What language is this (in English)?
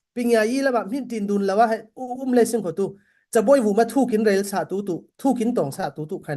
Falam Chin